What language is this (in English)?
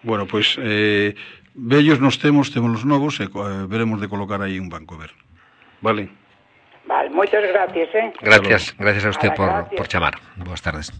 Galician